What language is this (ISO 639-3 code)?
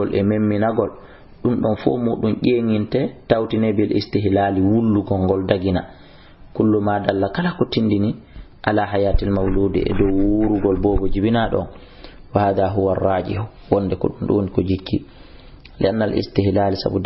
ful